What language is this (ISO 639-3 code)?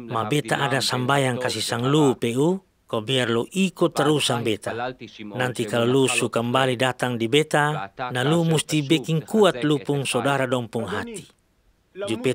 mkn